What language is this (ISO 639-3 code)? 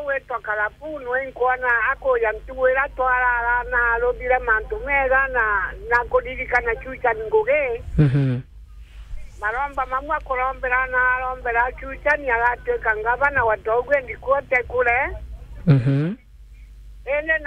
mer